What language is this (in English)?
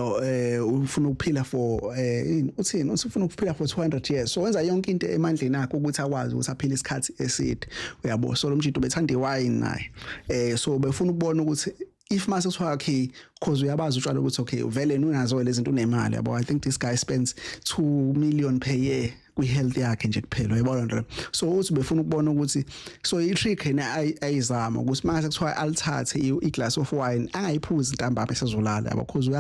Zulu